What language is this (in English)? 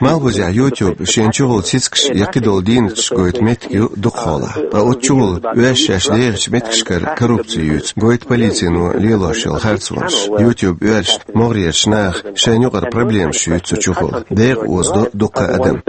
Chechen